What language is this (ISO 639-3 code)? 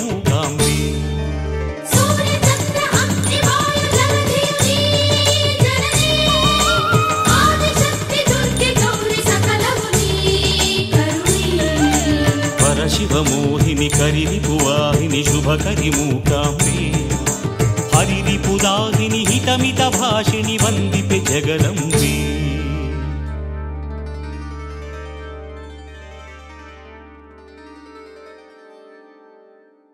kan